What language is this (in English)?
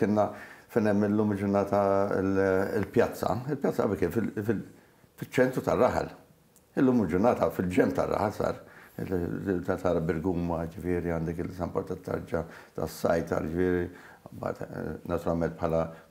Maltese